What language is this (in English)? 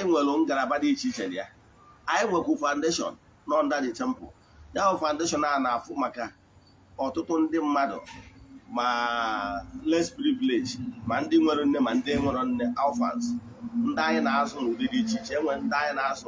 Igbo